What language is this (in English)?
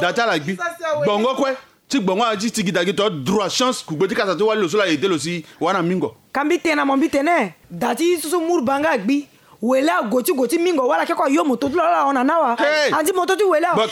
Sango